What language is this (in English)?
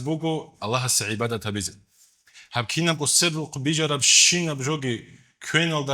Avaric